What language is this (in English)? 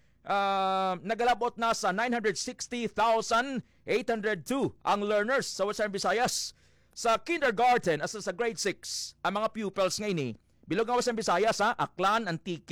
Hiligaynon